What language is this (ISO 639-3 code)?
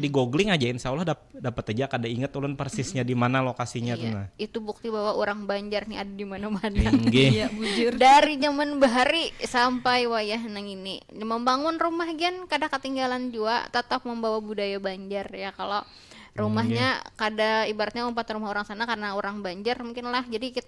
bjn